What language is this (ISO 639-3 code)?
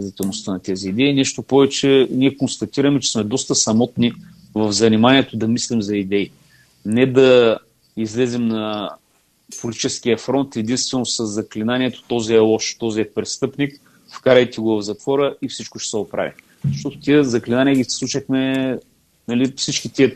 bul